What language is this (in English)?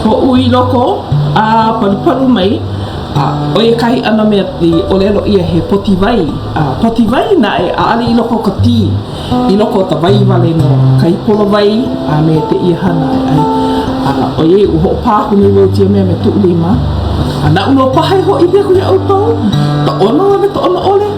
Hawaiian